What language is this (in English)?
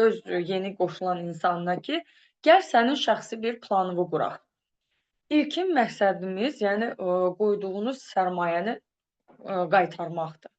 Azerbaijani